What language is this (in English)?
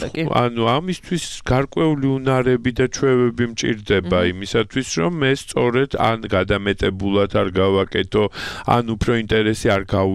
Georgian